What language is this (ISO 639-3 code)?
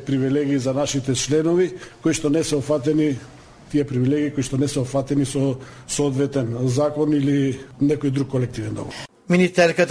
mkd